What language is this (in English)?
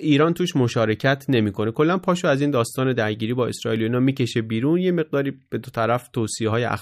Persian